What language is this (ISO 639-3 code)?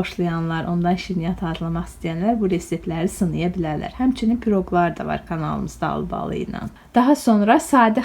aze